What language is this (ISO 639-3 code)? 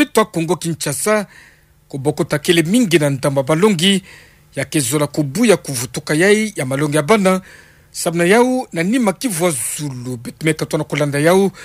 ktu